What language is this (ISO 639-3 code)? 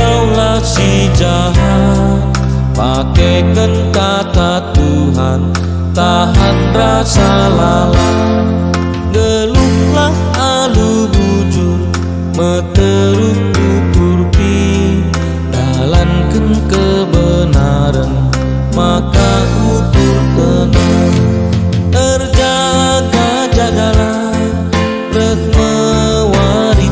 btx